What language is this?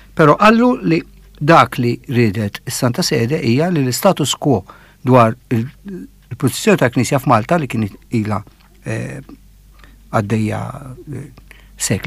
Maltese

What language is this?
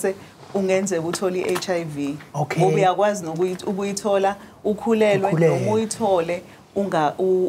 Zulu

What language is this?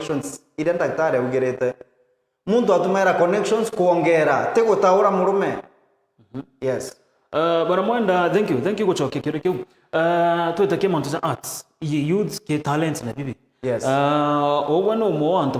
Meru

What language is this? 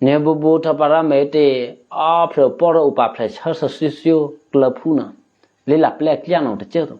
Eastern Kayah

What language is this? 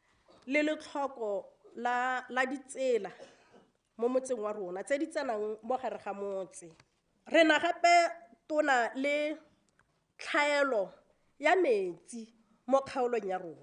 Tswana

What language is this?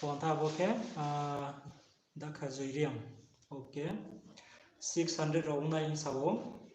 Riang (India)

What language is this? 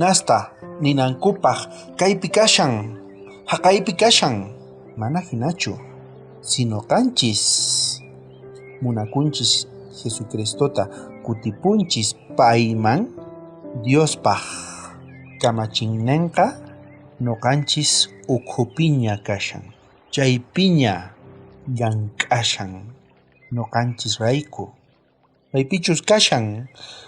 South Bolivian Quechua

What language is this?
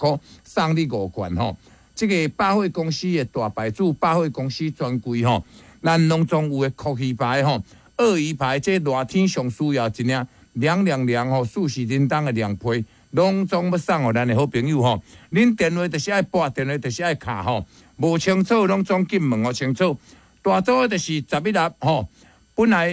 Min Nan Chinese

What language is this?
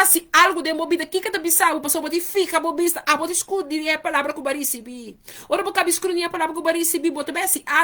Papiamento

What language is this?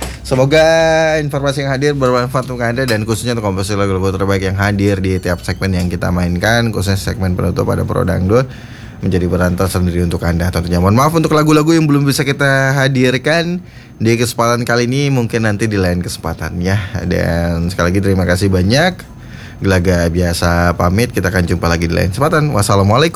Indonesian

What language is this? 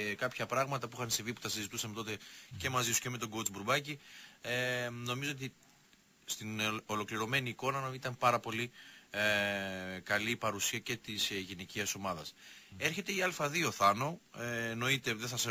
Greek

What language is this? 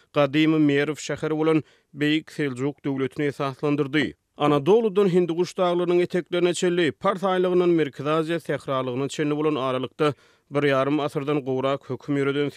Turkmen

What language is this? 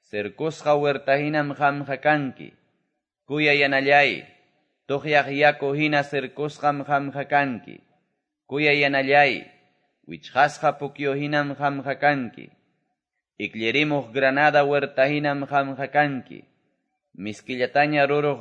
Quechua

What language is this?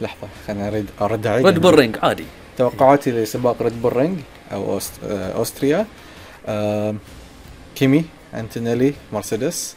Gulf Arabic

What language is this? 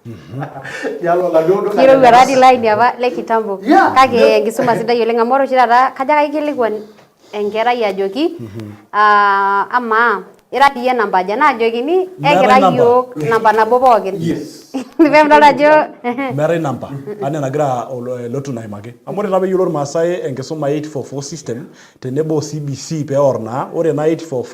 Masai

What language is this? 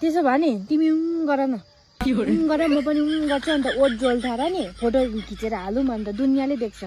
Nepali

